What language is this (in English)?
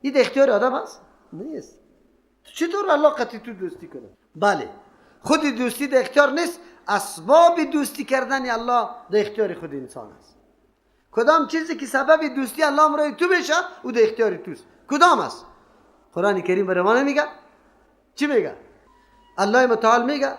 Persian